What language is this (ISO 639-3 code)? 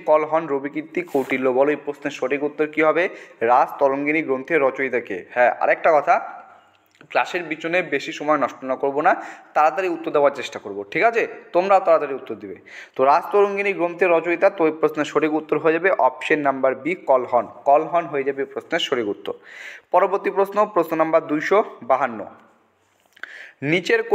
ben